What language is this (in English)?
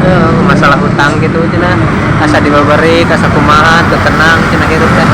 Sundanese